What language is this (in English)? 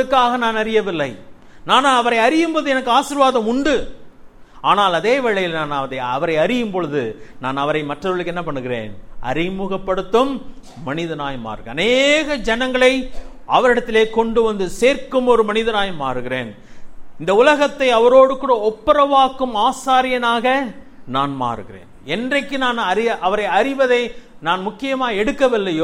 Tamil